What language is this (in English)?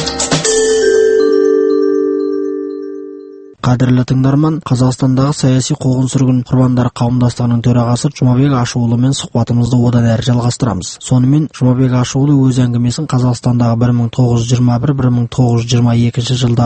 Kazakh